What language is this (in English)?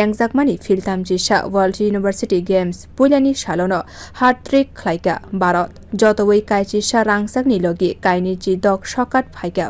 Kok Borok